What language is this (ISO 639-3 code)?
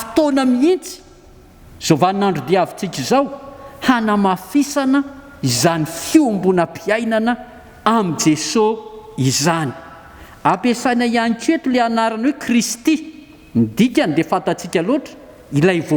mlg